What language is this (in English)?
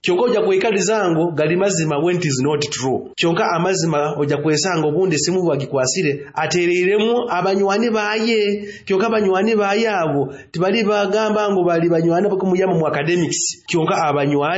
Nyoro